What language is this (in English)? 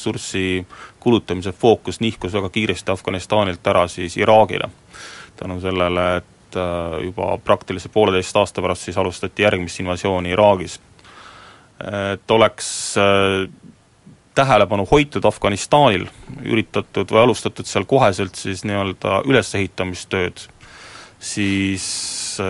Estonian